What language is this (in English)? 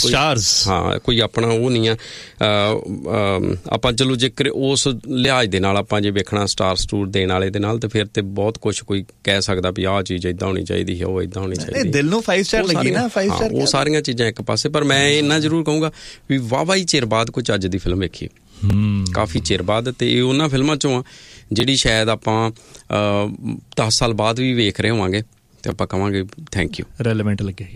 Punjabi